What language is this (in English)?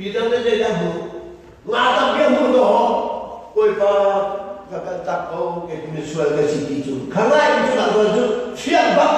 Hakha Chin